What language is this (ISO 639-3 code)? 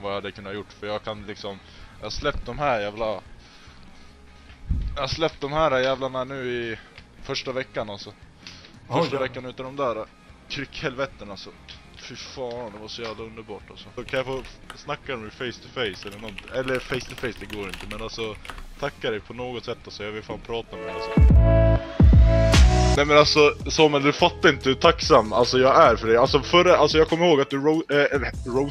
swe